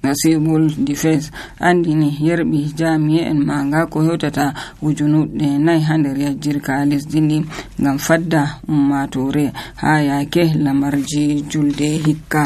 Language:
Nigerian Fulfulde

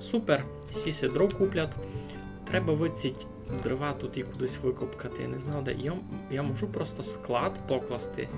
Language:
Rusyn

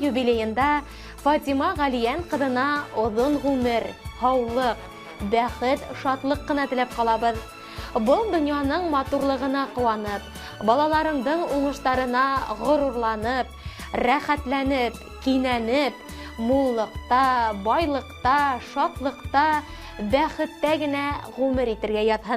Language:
Bashkir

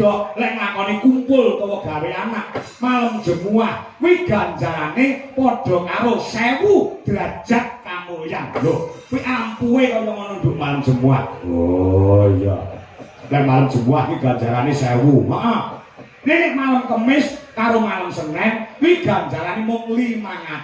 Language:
Javanese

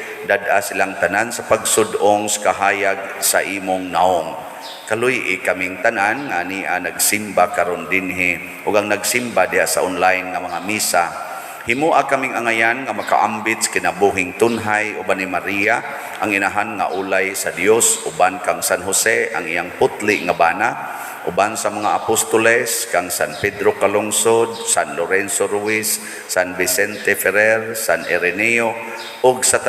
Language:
Cebuano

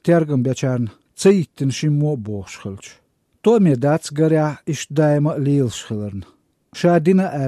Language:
Chechen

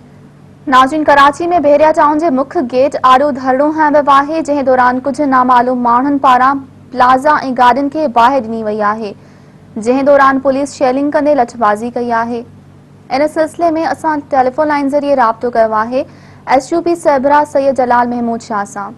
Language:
Sindhi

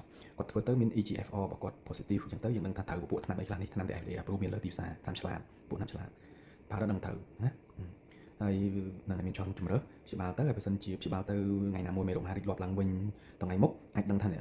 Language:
Khmer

